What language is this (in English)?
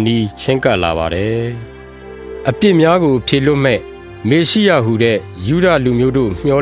Burmese